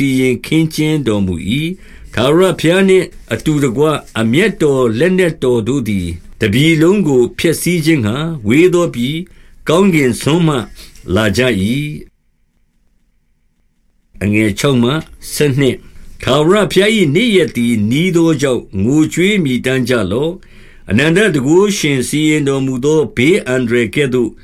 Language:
Burmese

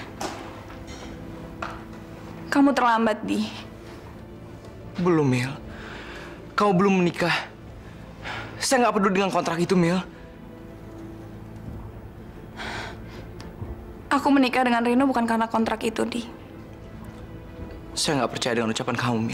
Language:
Indonesian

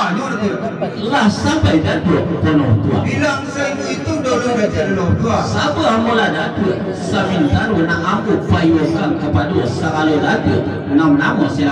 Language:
Minangkabau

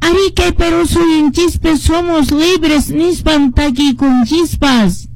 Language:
Quechua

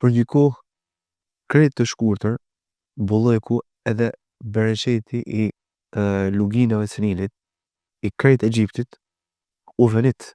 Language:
Albanian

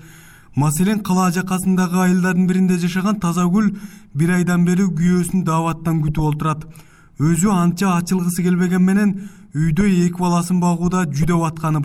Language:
Kyrgyz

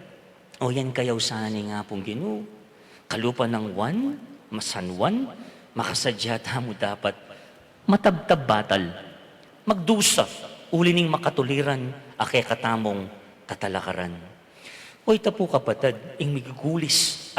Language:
Pampanga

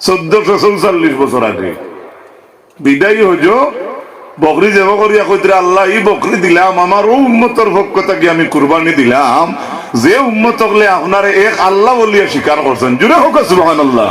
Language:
Sylheti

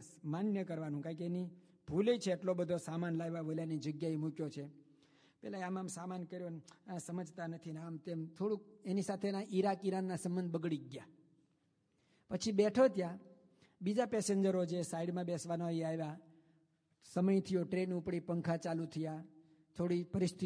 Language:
Gujarati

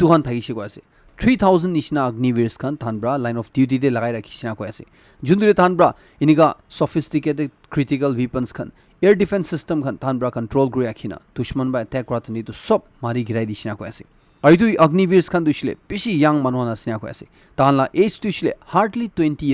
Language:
Naga Pidgin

